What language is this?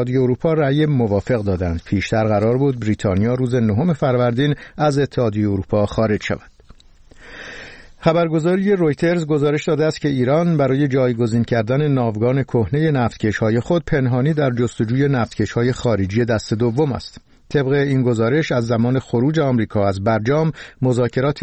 Persian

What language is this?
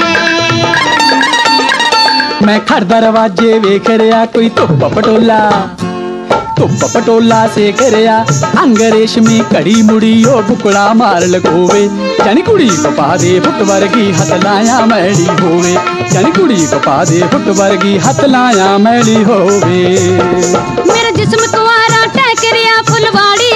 Punjabi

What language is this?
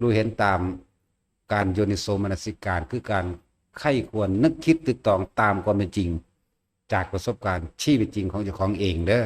Lao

